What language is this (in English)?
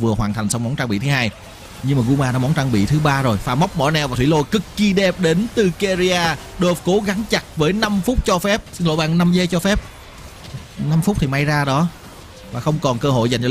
Vietnamese